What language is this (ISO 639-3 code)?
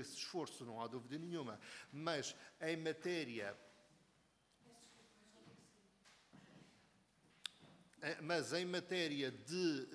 por